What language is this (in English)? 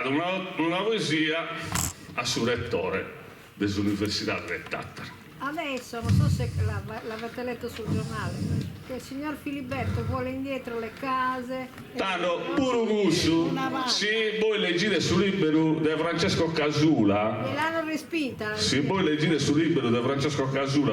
Sardinian